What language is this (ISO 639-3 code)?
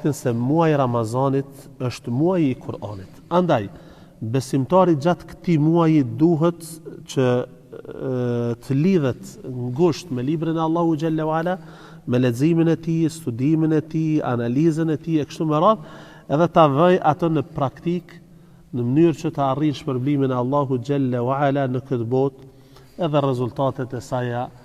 sqi